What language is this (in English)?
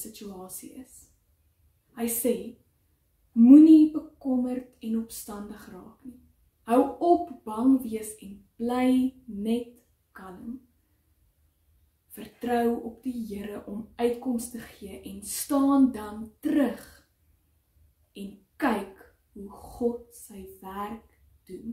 Afrikaans